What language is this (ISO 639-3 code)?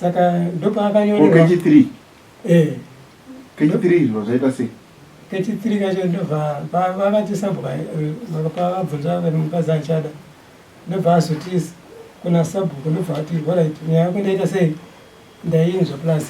sna